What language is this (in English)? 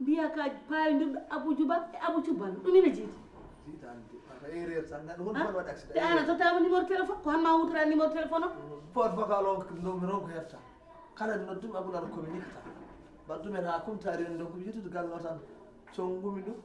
Fula